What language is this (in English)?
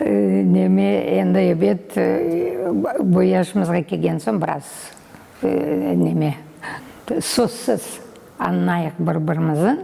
Crimean Tatar